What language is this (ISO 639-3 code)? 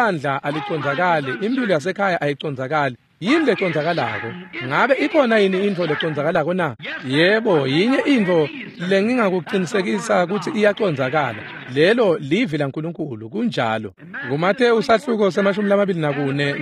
ssw